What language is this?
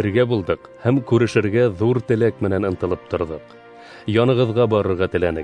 Bashkir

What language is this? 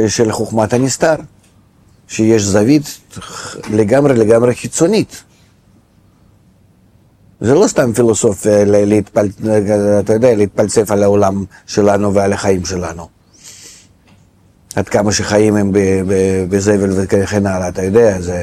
Hebrew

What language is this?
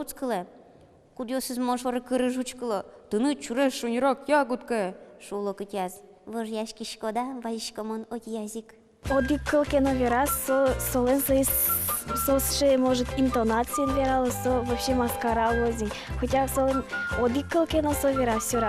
Udmurt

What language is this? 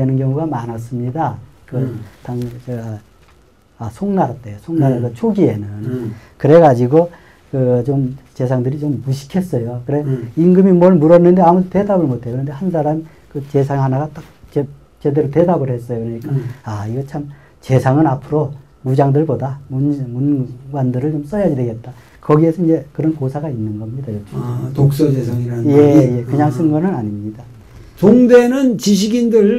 Korean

